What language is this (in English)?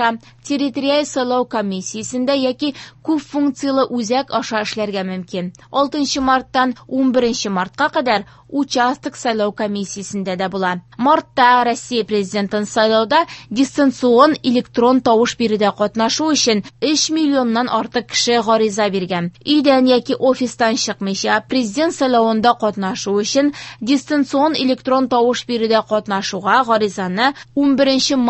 Tatar